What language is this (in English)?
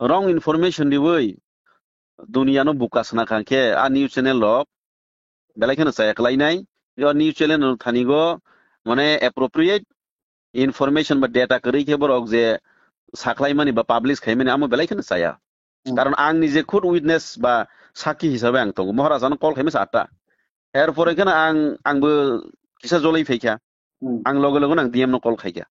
Kok Borok